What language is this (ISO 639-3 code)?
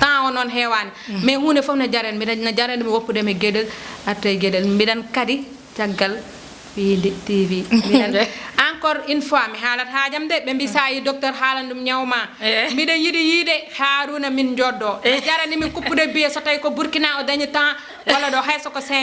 ful